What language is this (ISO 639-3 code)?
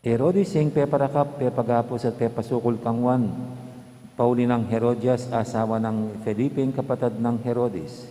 pam